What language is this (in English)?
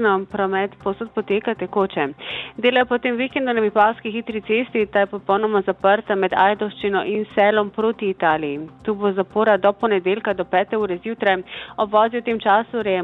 Slovenian